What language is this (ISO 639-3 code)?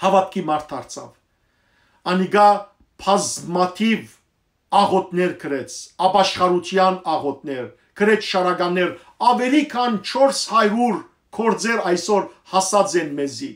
hyw